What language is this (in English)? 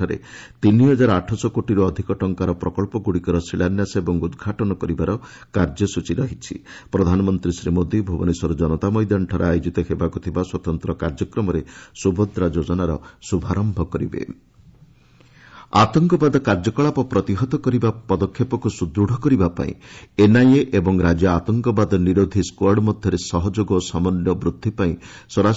Odia